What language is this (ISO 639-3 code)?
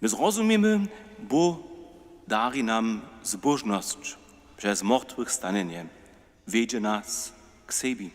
hsb